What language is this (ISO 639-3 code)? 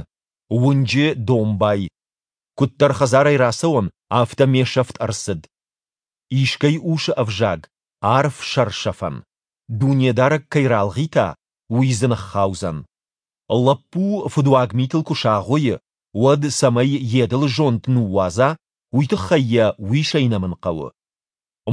oss